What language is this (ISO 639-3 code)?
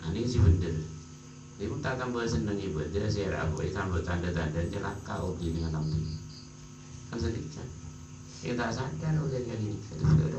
mad